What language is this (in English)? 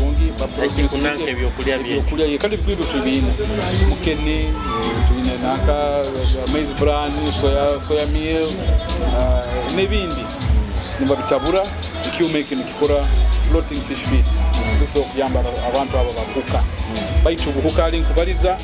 Nyoro